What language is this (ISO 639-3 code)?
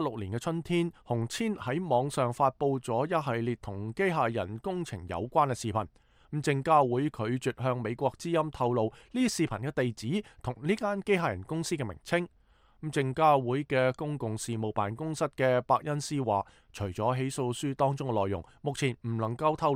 yue